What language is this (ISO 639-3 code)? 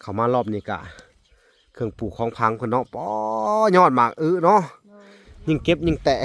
lao